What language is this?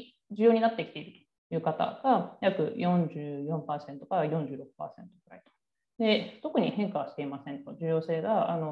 Japanese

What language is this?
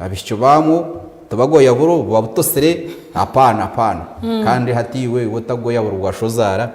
Nyankole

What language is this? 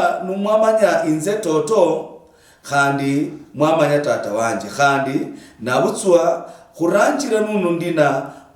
Luyia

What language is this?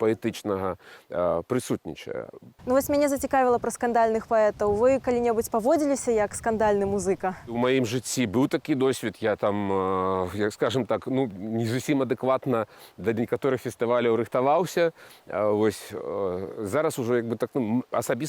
Belarusian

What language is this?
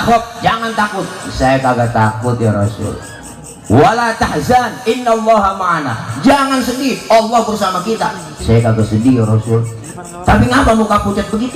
Betawi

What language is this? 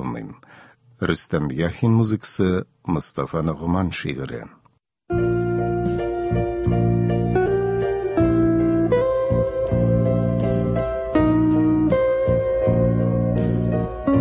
Tatar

